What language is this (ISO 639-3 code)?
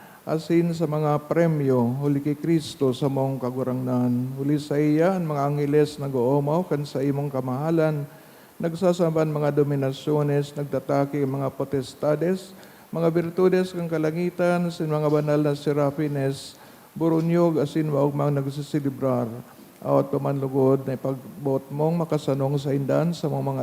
bik